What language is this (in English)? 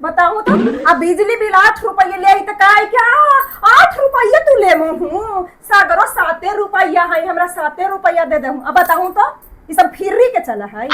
Magahi